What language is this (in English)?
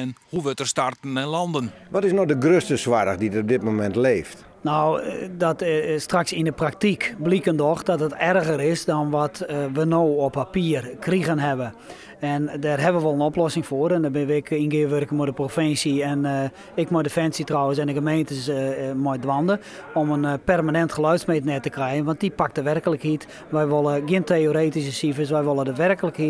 Western Frisian